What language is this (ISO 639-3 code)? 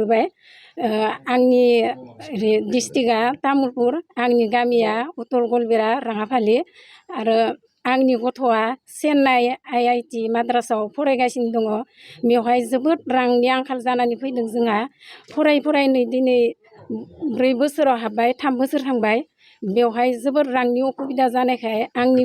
brx